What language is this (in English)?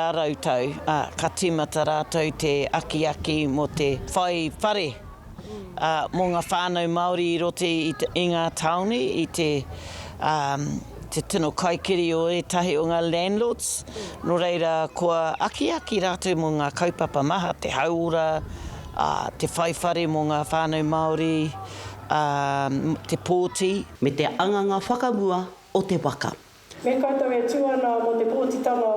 Māori